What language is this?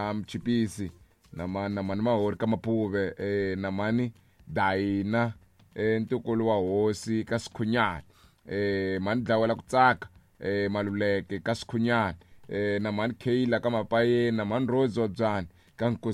Tsonga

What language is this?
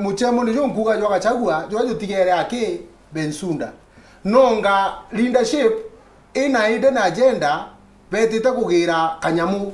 Meru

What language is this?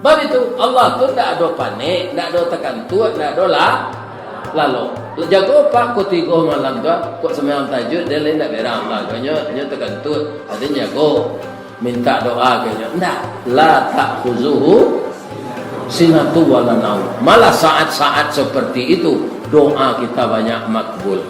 Minangkabau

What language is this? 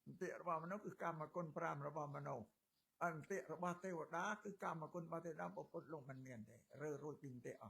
Khmer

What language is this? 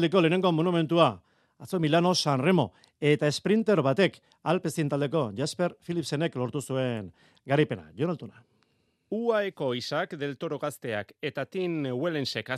Basque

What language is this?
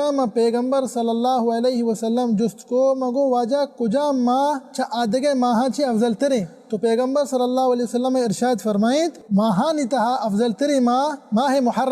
Baluchi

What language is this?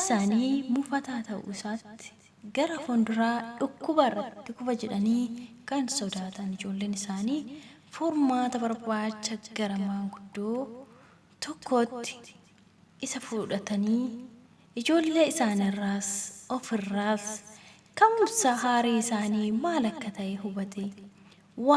Oromo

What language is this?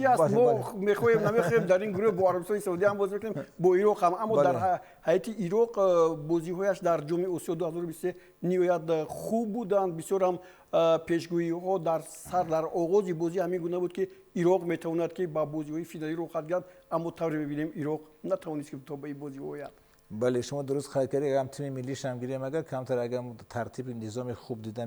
Tajik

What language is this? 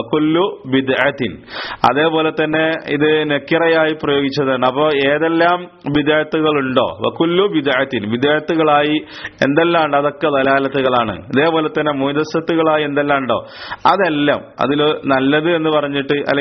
Malayalam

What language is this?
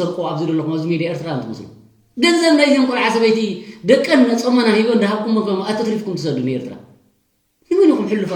Tigrinya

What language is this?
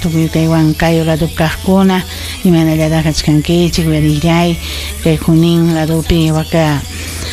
Ayacucho Quechua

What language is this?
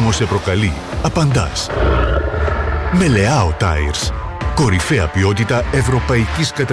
Greek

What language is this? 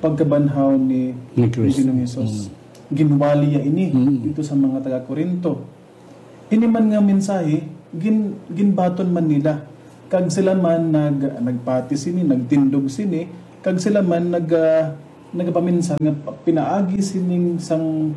Hiligaynon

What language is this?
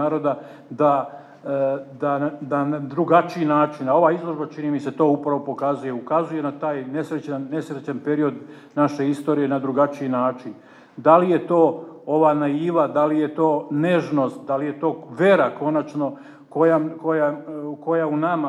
Serbian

